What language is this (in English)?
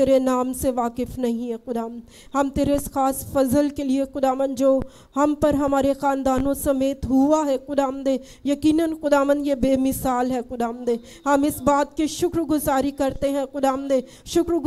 Hindi